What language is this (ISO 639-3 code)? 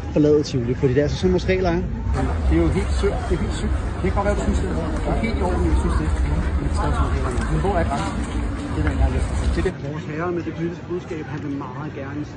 dan